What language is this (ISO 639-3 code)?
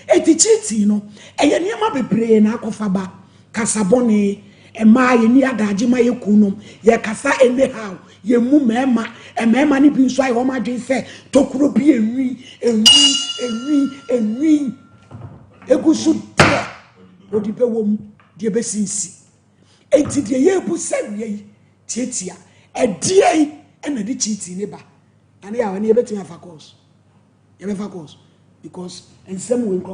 aka